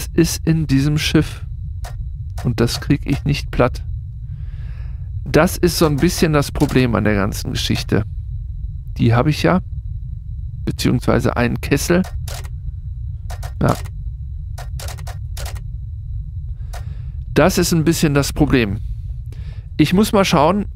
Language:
German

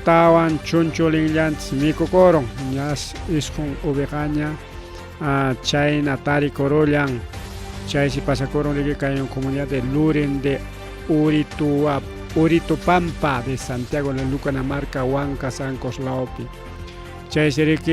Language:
Ayacucho Quechua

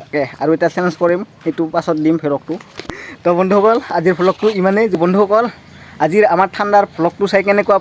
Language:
Assamese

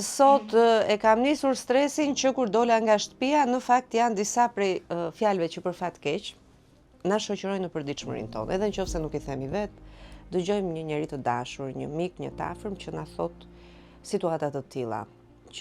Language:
Albanian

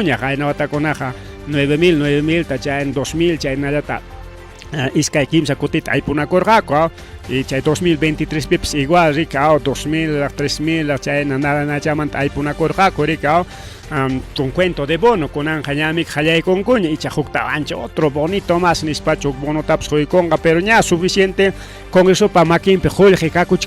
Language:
Ayacucho Quechua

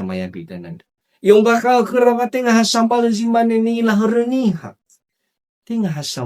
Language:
Nias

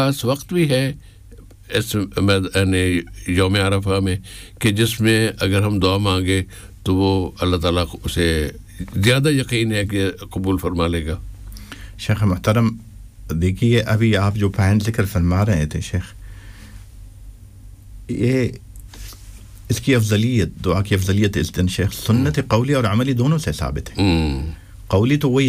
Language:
Urdu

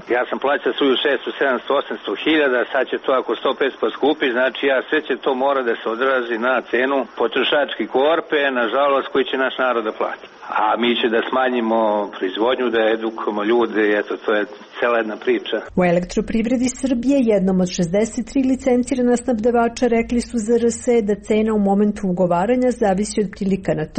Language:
Serbian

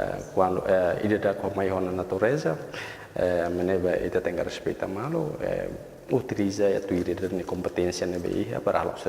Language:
Tetum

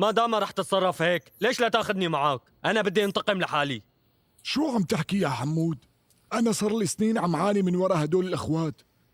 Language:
North Levantine Arabic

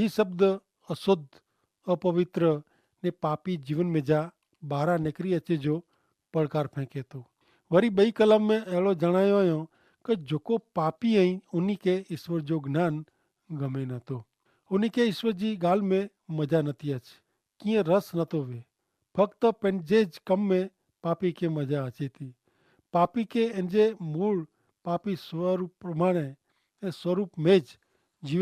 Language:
Kachhi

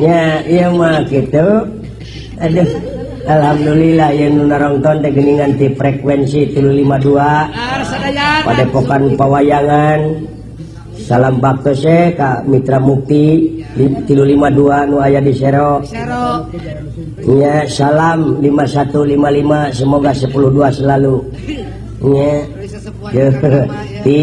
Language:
Sundanese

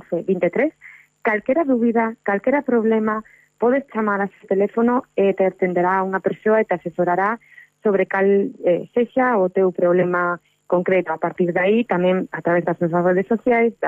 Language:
Galician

